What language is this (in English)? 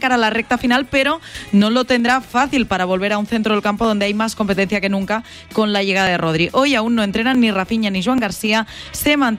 Spanish